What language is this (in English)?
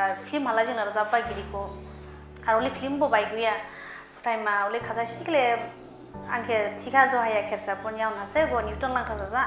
Dimasa